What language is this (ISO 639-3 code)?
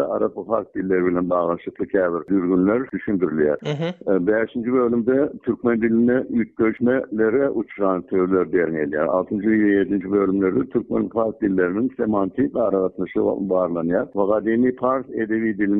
tuk